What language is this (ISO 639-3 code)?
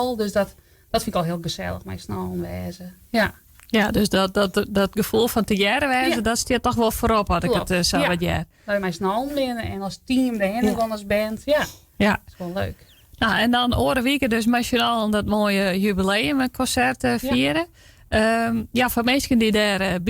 fry